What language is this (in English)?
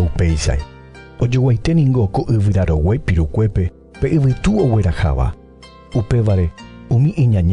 Guarani